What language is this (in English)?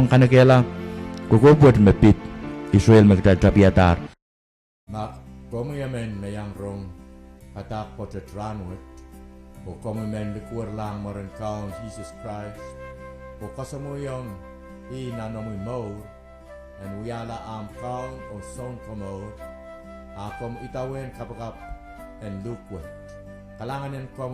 Pohnpeian